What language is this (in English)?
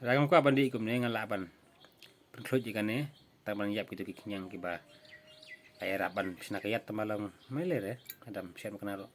Khasi